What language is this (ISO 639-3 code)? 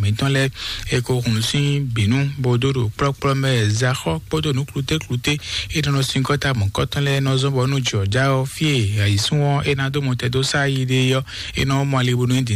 fon